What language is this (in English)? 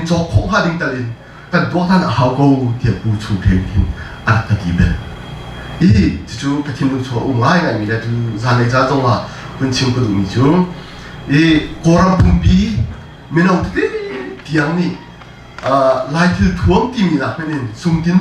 Hakha Chin